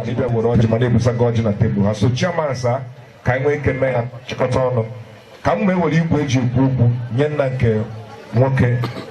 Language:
Igbo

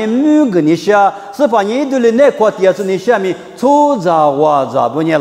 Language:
Lisu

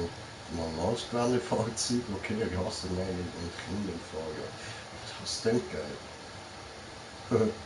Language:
Swiss German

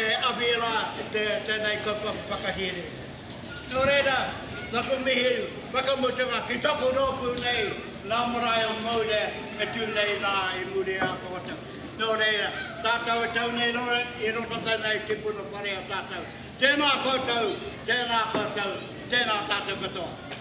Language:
Māori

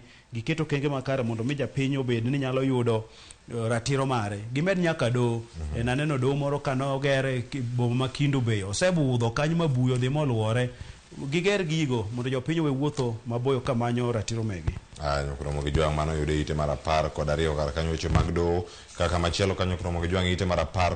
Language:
Luo (Kenya and Tanzania)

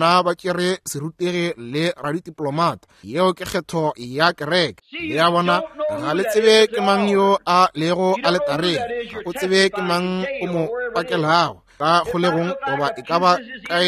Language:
Northern Sotho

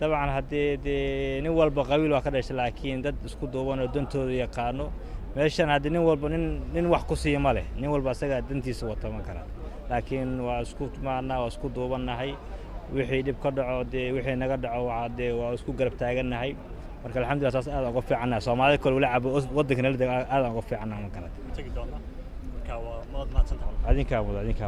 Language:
Somali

